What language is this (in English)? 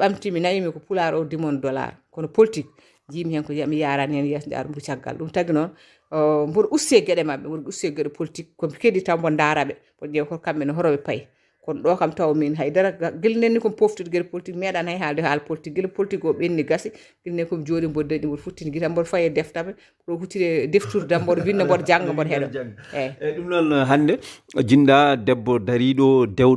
Fula